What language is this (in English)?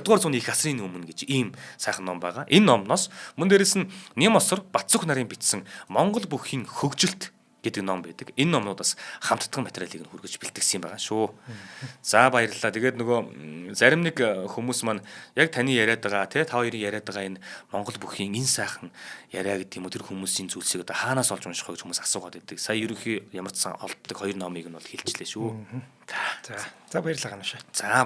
Mongolian